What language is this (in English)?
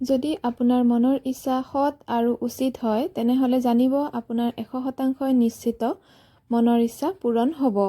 Assamese